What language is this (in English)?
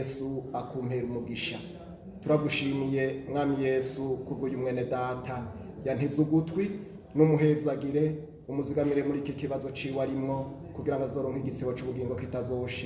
Rundi